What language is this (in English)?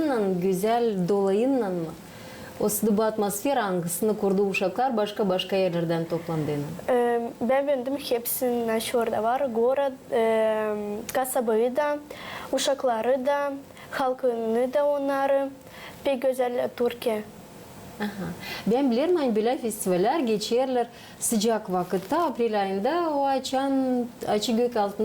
Gagauz